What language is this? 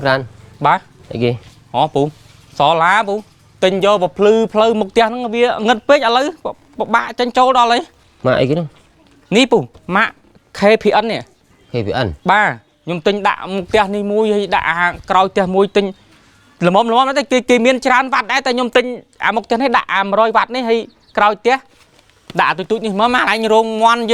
Khmer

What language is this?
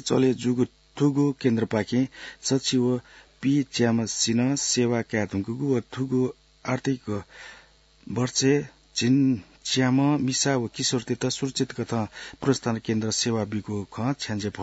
Newari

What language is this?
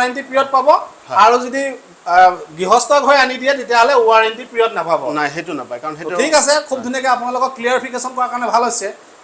Assamese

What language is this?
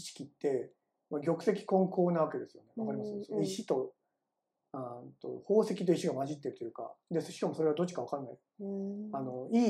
Japanese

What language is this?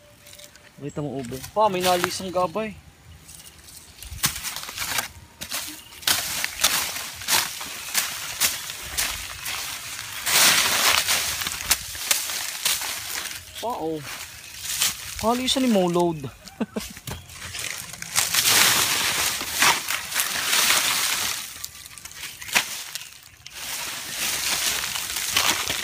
Filipino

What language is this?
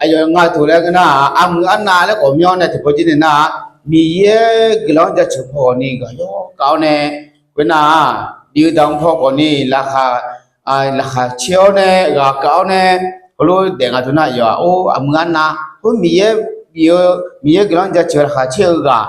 Akha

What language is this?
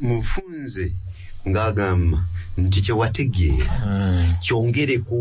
Ganda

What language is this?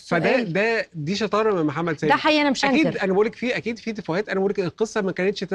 Egyptian Arabic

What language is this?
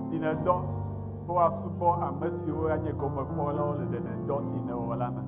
Ewe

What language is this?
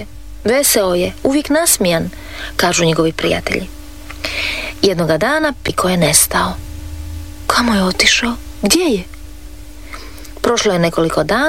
Croatian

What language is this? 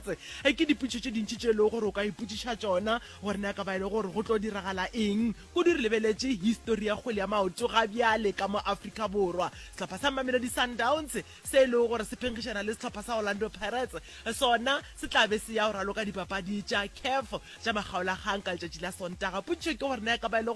Northern Sotho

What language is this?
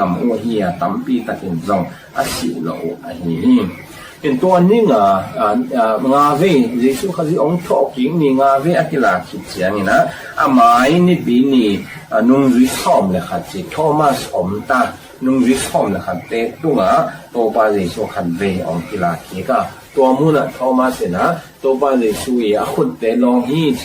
Tedim Chin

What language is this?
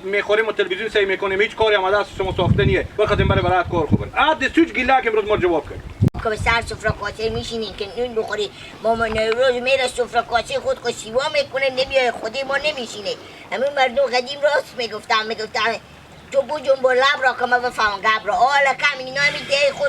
Hazaragi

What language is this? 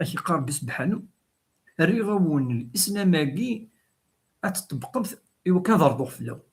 Kabyle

